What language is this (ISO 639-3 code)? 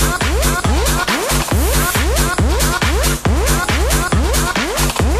pol